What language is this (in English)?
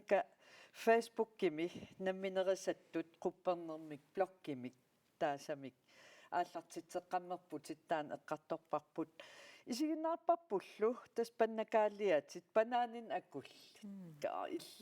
Kalaallisut